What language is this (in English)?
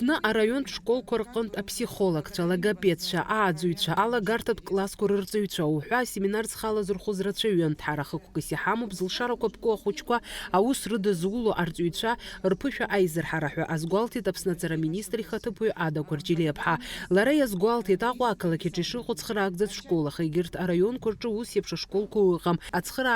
Abkhazian